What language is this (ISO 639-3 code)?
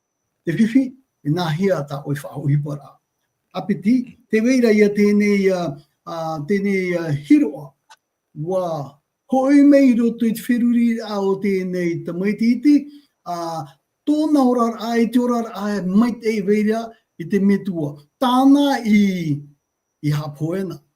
tah